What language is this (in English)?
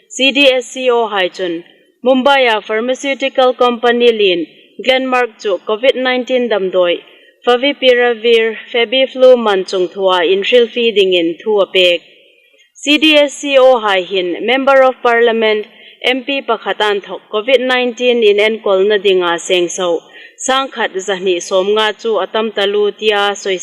Hmar